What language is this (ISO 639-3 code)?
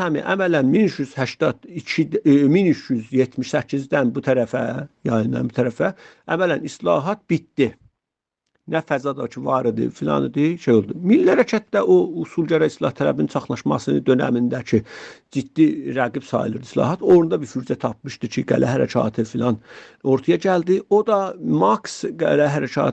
azb